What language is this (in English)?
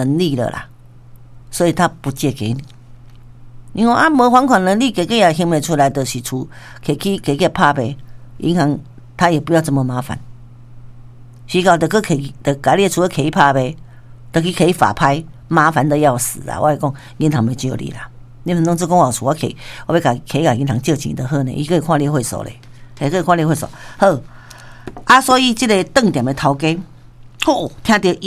Min Nan Chinese